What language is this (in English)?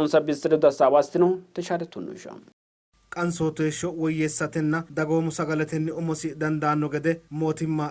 Sidamo